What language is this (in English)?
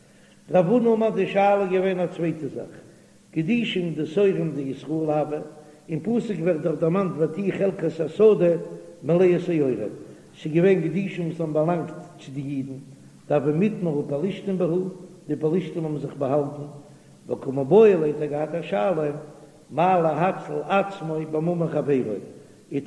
Yiddish